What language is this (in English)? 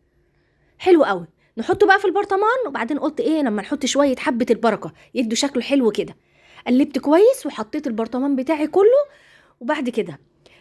Egyptian Arabic